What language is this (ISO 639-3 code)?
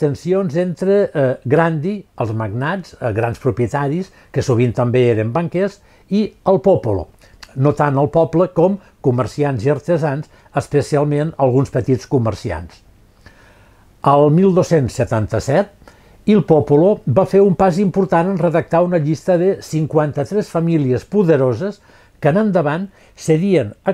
cat